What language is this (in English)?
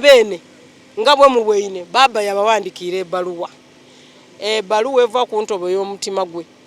Soga